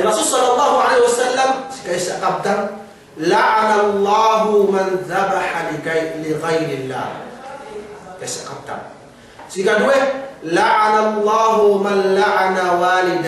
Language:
Yakan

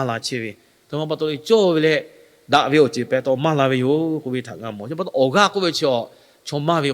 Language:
Lahu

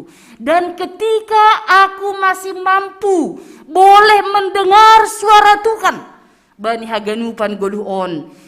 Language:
Batak Simalungun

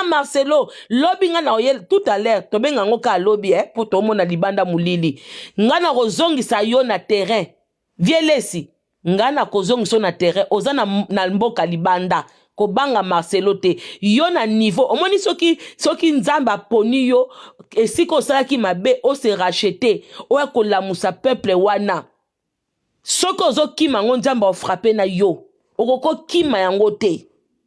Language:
Lingala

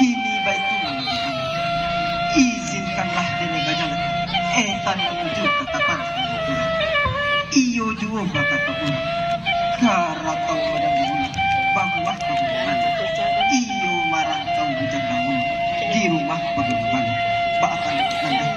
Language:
Minangkabau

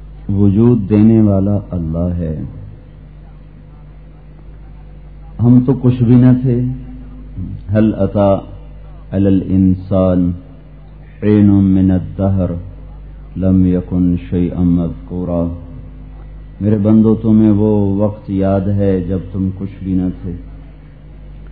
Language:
Urdu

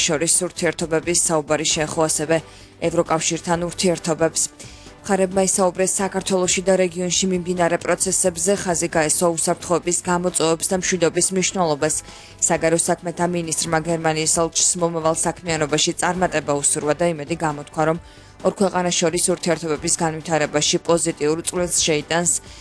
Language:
Georgian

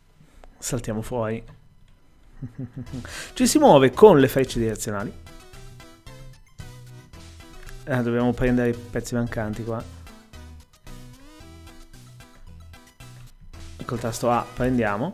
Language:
Italian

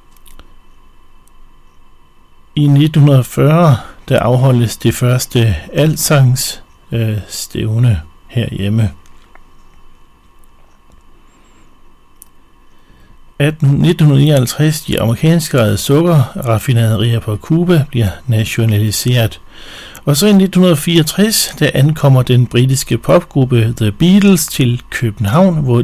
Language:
Danish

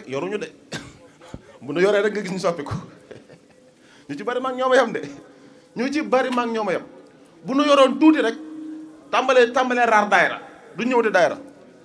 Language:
Wolof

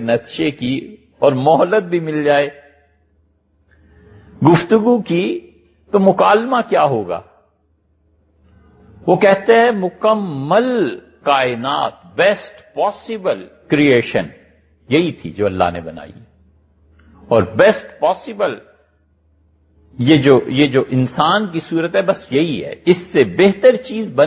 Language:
Urdu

